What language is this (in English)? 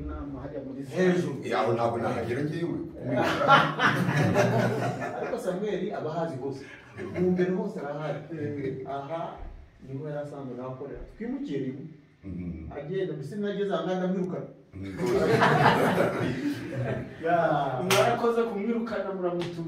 Kinyarwanda